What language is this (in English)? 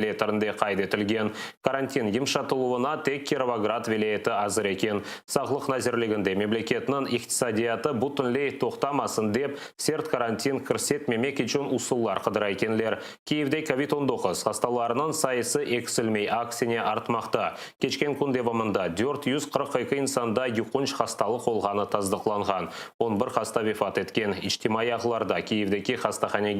Crimean Tatar